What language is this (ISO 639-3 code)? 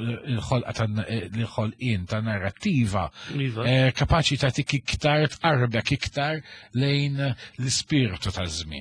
mlt